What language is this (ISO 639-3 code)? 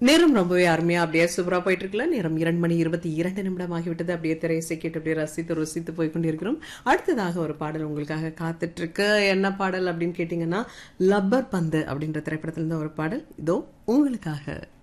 tam